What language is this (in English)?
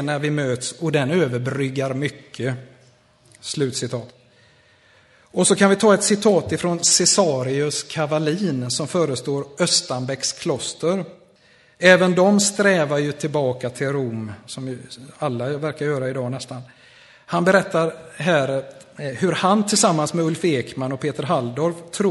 Swedish